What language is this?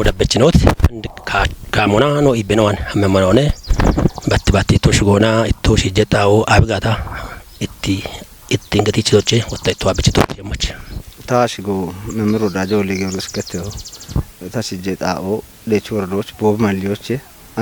Kafa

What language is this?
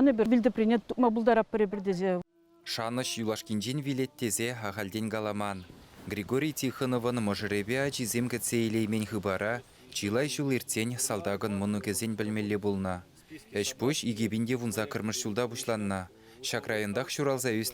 Chuvash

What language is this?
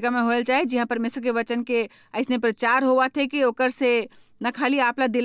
Chhattisgarhi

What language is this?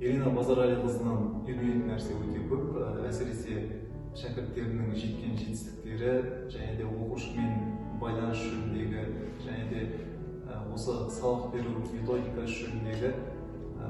Kazakh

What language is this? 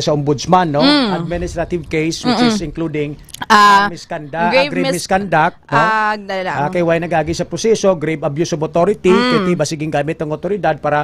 Hiligaynon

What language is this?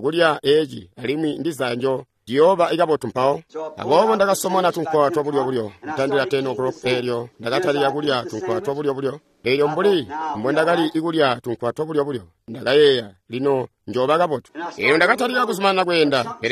Tonga (Zambia)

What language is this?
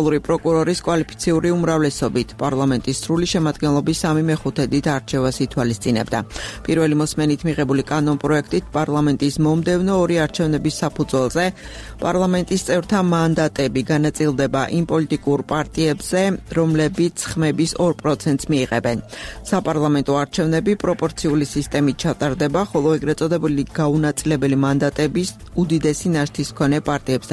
Georgian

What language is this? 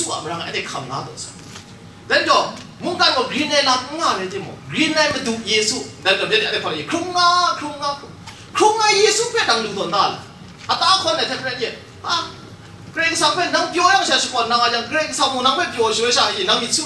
Kachin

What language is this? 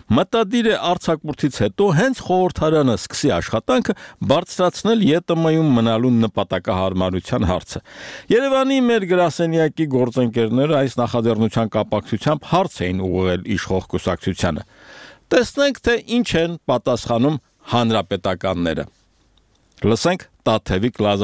Armenian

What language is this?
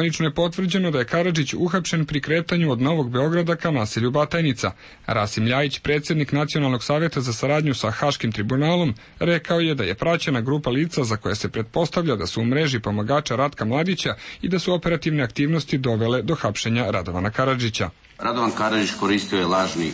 Serbian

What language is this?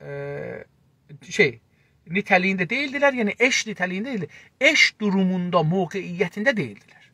South Azerbaijani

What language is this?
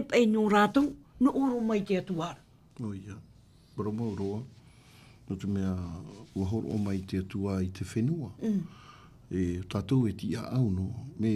Tahitian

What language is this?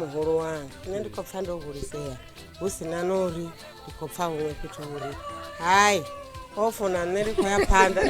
Venda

